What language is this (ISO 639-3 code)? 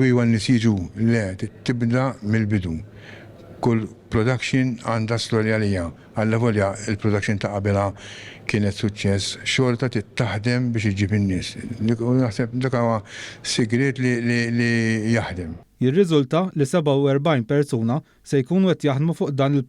mlt